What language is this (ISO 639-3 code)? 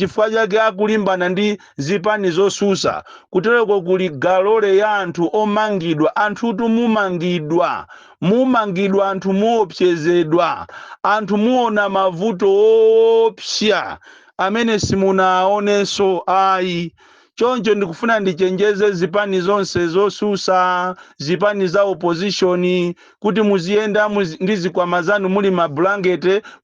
nya